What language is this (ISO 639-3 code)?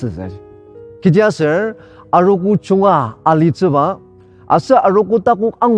njo